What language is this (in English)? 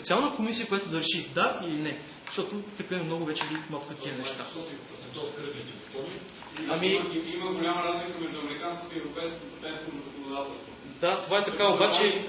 Bulgarian